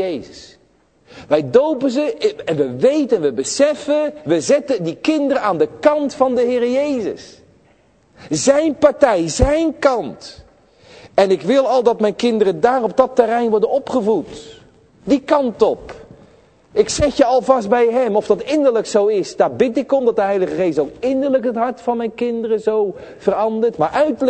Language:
Dutch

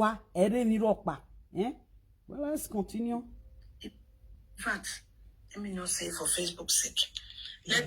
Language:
Nigerian Pidgin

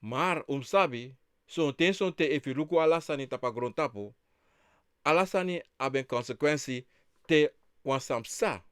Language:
Sranan Tongo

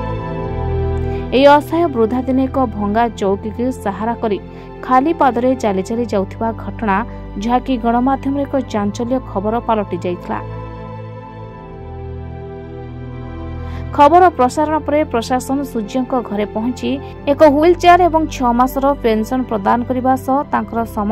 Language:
Odia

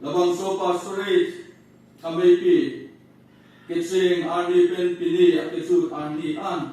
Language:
Karbi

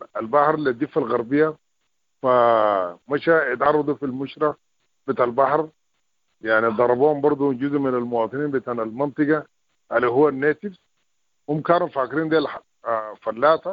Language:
Sudanese Arabic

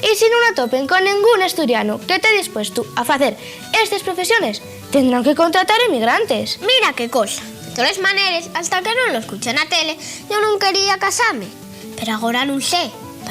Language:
Asturian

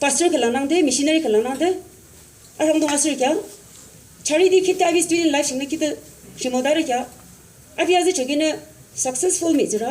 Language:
Yimchungru Naga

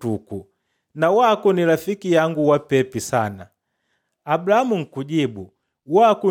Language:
Makonde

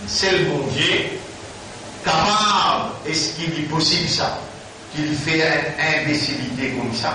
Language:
Morisyen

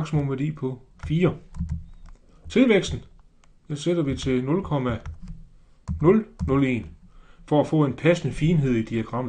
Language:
Danish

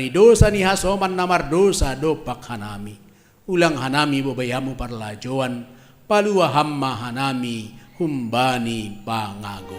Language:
Batak Simalungun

